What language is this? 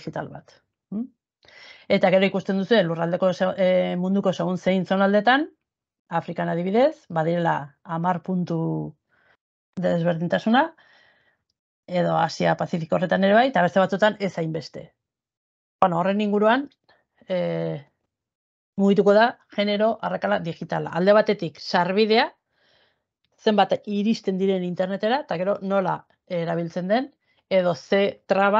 Basque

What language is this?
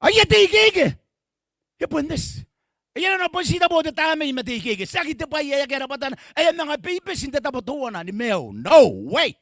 Gilbertese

